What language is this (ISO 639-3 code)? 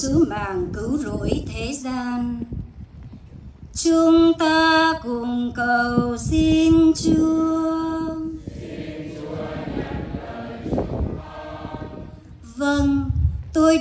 vie